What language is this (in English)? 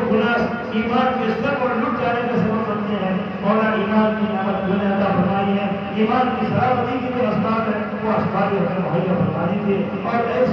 Urdu